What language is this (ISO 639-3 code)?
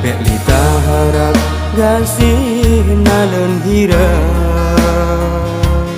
ace